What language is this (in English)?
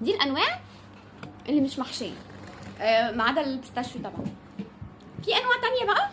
Egyptian Arabic